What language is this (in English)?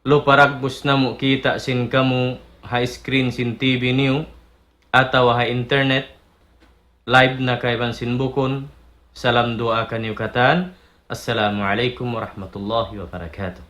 Tausug